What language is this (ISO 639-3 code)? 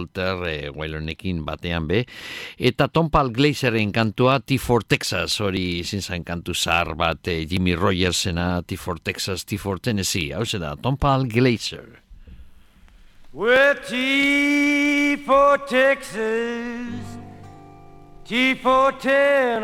eus